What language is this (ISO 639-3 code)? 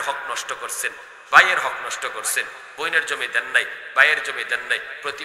ben